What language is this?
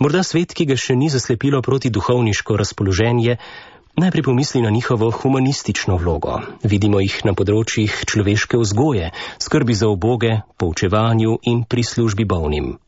Slovenian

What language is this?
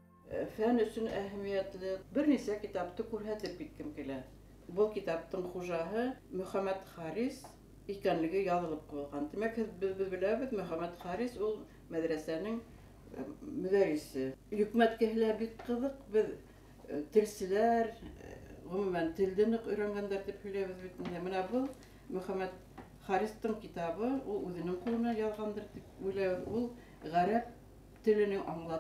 Bashkir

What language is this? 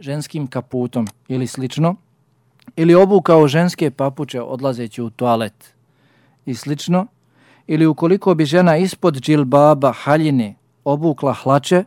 Bosnian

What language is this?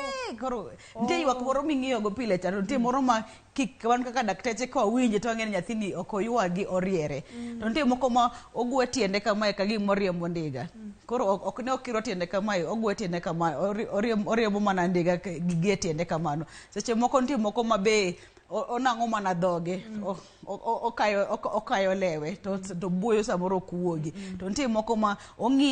Luo (Kenya and Tanzania)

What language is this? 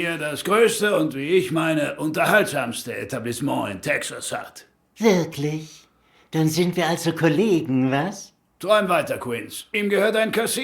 Swiss German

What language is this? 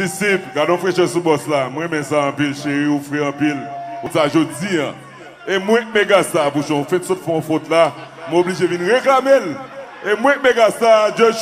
Haitian Creole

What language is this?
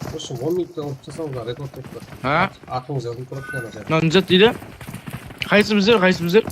Kara-Kalpak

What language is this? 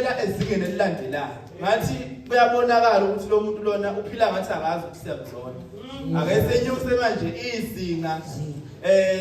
Zulu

